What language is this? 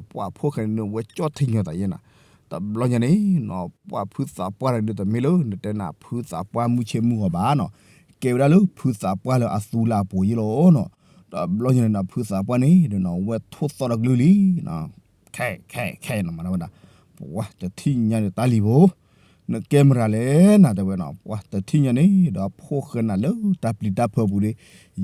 S'gaw Karen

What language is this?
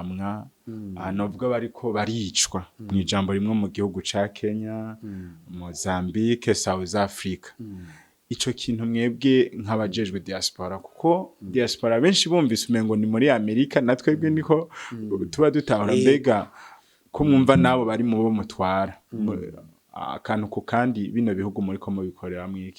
Rundi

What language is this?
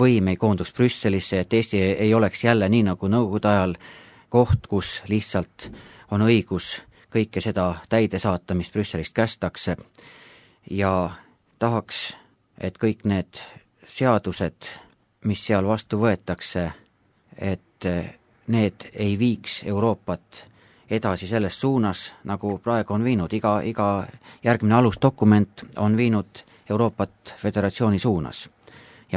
Estonian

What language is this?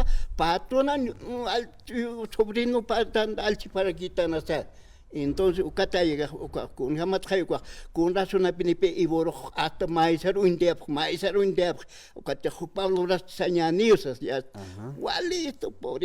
Aymara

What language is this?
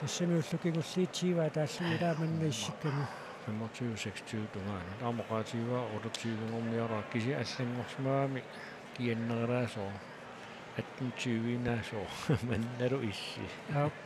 Kalaallisut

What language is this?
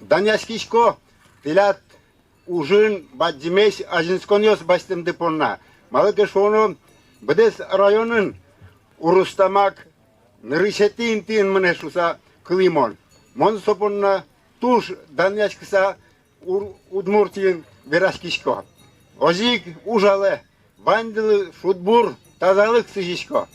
Udmurt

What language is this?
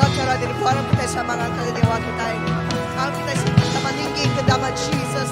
Iban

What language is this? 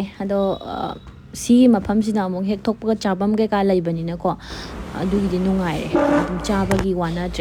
Manipuri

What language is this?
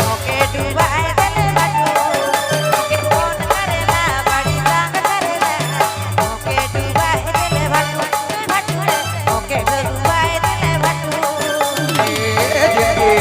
Sadri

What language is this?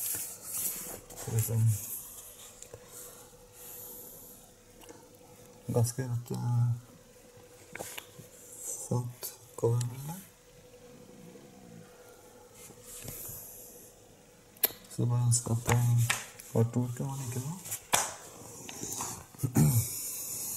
Norwegian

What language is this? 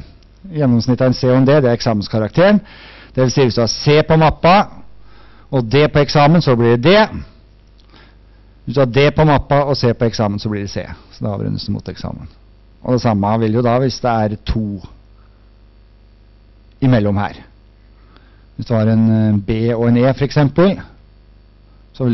Norwegian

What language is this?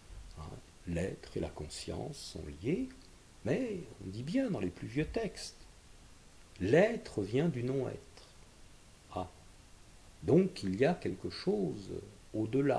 French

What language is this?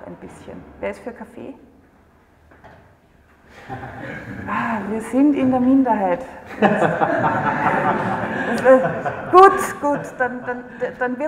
German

